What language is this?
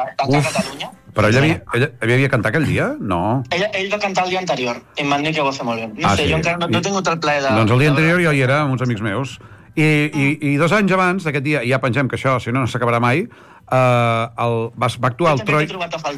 Catalan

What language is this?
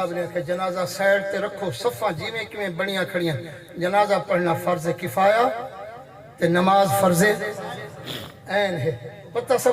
Saraiki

